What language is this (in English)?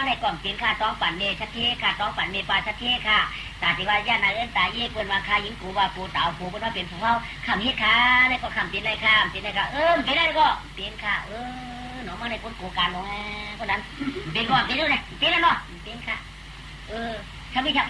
Shan